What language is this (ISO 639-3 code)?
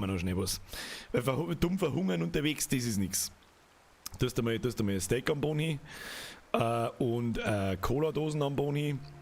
bar